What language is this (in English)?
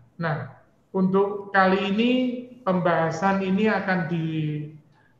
Indonesian